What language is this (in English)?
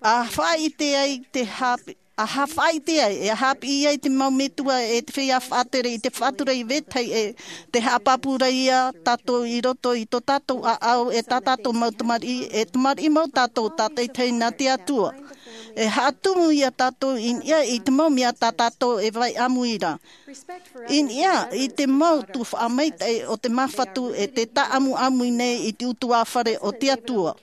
Tahitian